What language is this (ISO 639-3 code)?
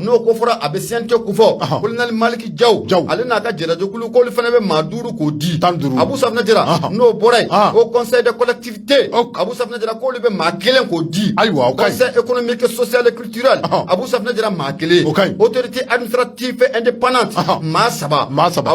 bam